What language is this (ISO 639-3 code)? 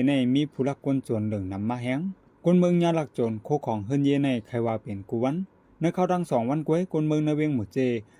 shn